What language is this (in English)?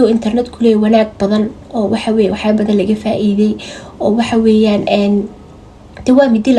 Somali